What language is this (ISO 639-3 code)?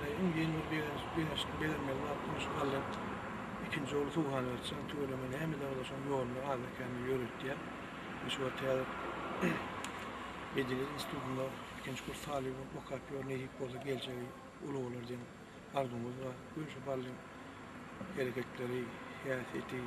tuk